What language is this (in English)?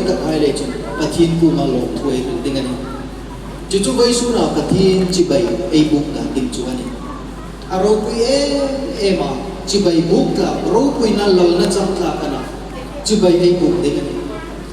Hmar